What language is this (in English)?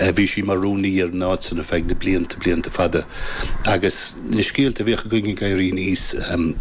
Irish